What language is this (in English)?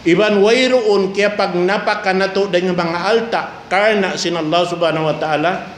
Tausug